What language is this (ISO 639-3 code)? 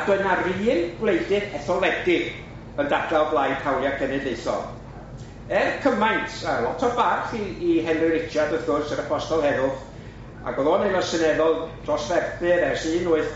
cym